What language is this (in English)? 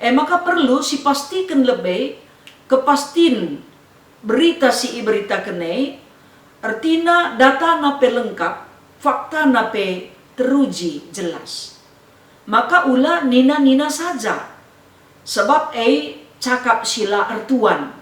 Batak Karo